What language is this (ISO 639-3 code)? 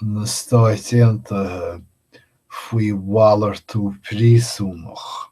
gle